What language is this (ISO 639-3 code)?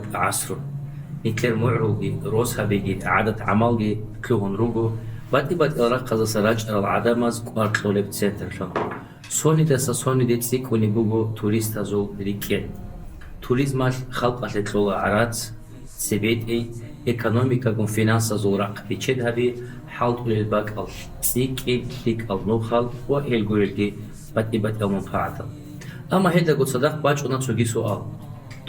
ava